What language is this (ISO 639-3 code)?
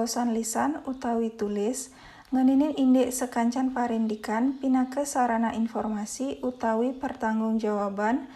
ban